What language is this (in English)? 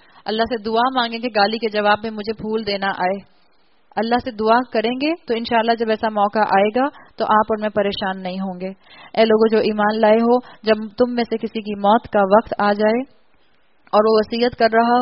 Urdu